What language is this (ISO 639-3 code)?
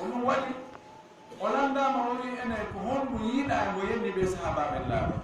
ful